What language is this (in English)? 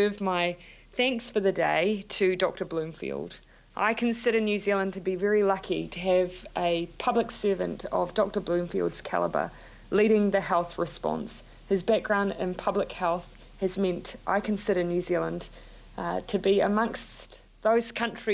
Māori